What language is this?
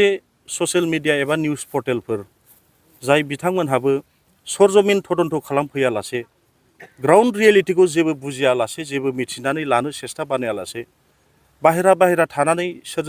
Bodo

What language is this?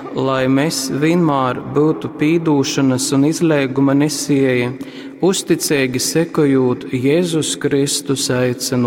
Latgalian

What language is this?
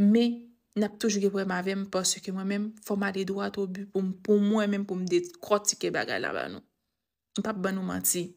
Haitian Creole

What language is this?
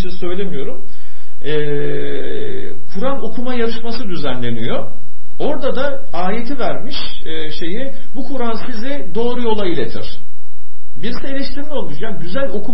Turkish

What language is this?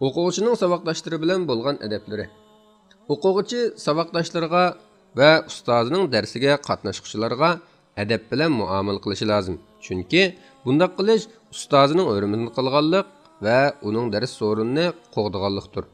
Uyghur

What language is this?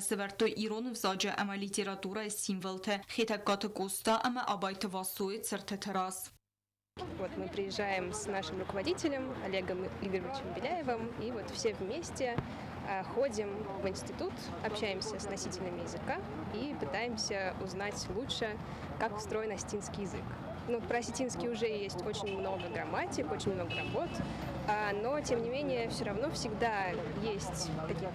Ossetic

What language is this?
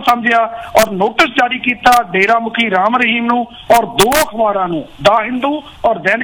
Punjabi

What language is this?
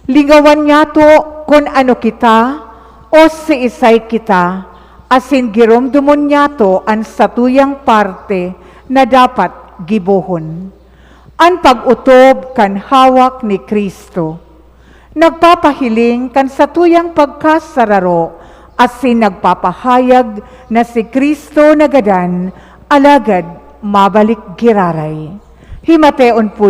Bikol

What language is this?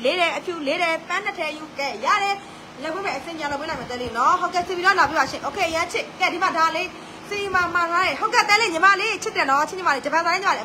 Burmese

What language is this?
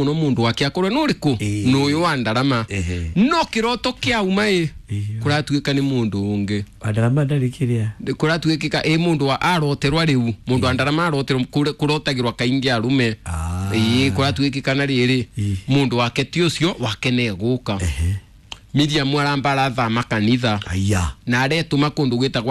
Kikuyu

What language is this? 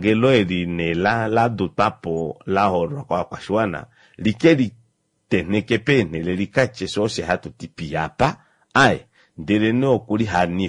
Kuanyama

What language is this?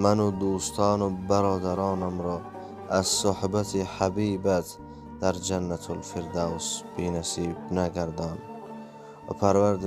Tajik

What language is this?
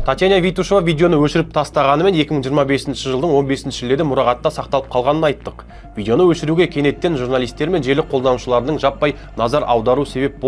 Kazakh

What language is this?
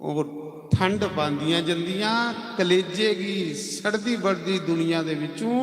Dogri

